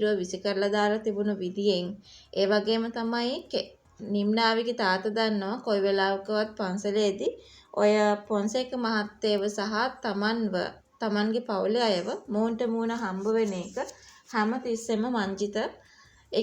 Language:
Sinhala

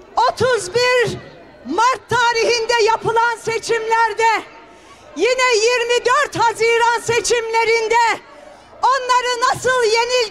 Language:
Turkish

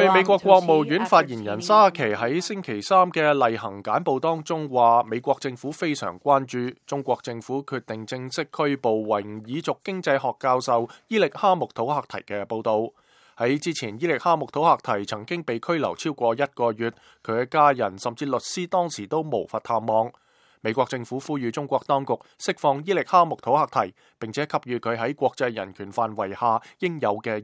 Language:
Cantonese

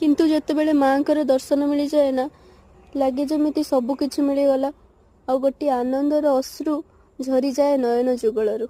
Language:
Odia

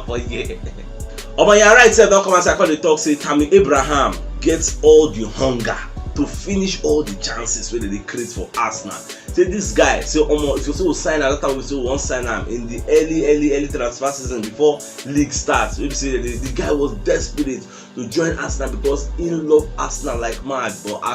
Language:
Nigerian Pidgin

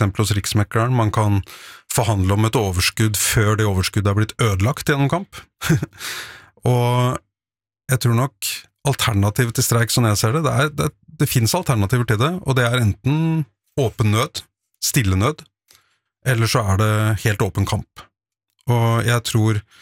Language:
Norwegian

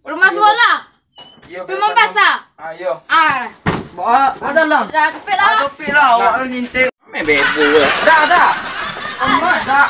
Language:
Minangkabau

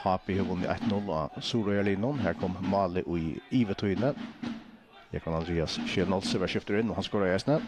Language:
Faroese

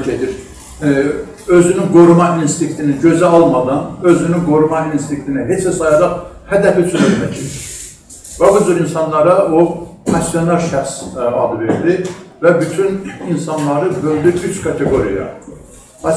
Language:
South Azerbaijani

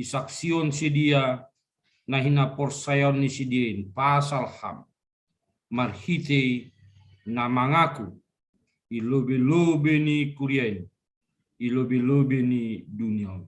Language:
Batak Simalungun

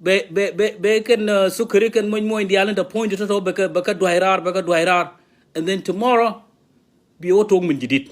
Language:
Nuer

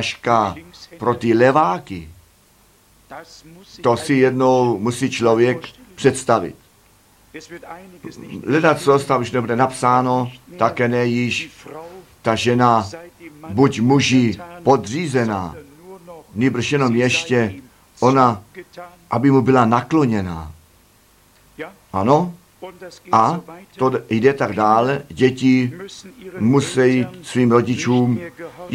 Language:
Czech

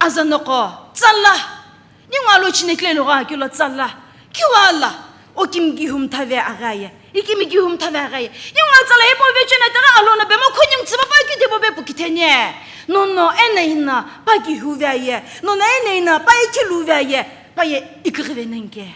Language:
Sumi Naga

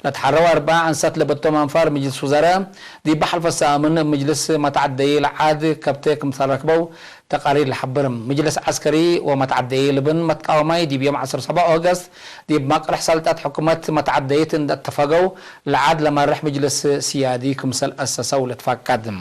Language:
Tigre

